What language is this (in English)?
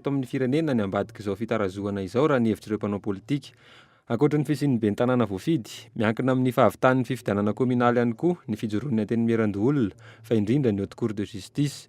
Malagasy